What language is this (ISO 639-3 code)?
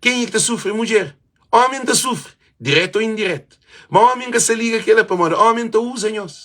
kea